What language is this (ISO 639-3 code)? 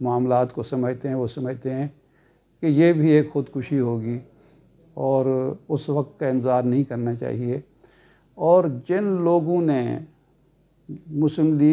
urd